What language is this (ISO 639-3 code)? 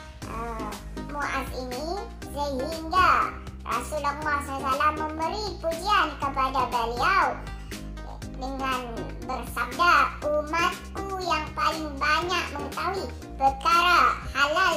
msa